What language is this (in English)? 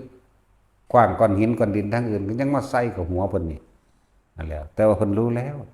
Northeastern Thai